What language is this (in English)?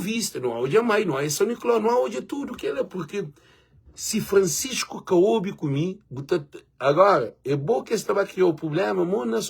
Kabuverdianu